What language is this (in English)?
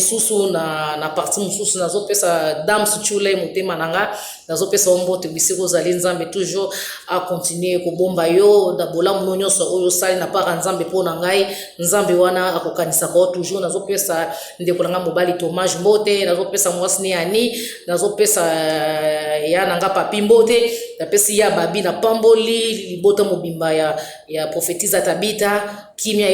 Lingala